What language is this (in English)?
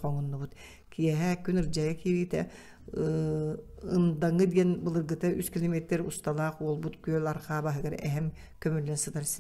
Yakut